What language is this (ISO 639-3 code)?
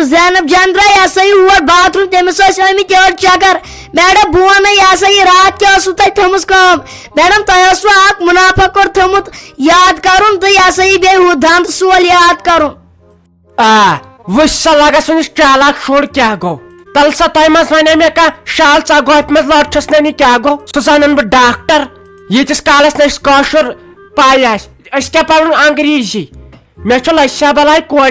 kas